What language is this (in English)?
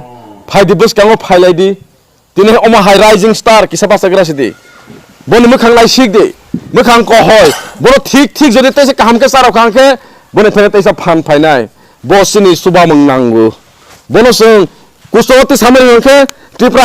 Kok Borok